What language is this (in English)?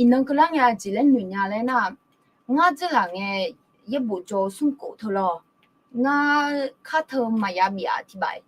Akha